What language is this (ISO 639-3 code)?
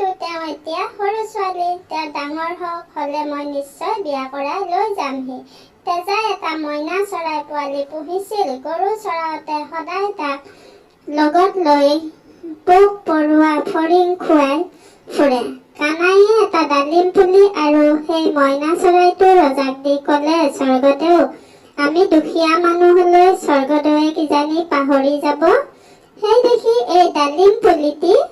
asm